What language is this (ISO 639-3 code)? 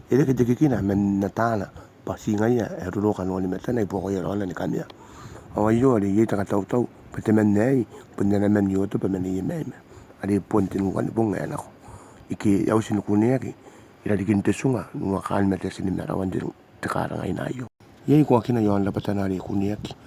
gil